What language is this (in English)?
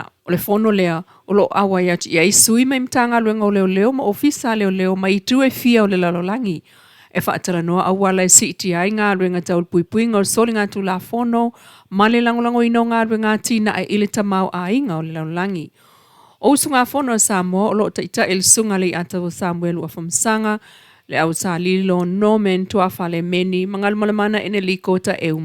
Samoan